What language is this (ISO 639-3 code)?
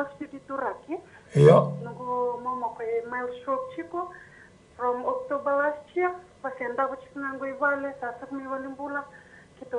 fij